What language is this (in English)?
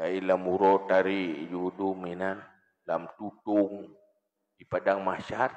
Achinese